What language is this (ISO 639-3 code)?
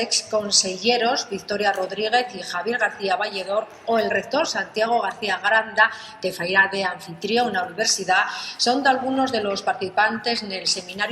ast